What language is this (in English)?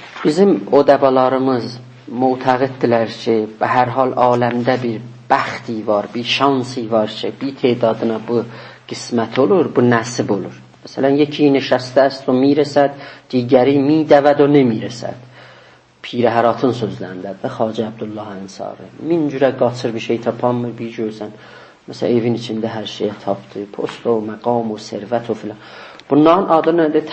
South Azerbaijani